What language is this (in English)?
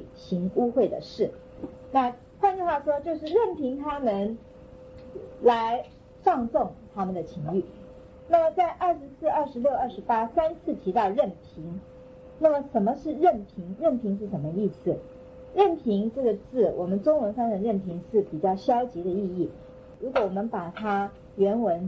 Chinese